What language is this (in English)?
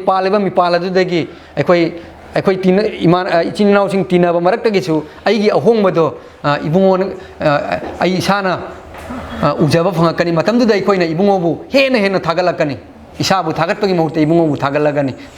Manipuri